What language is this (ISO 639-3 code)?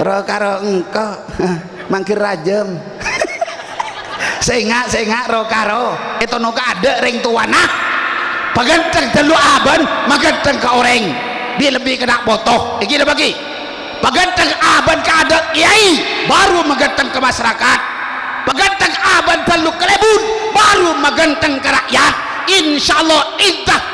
mad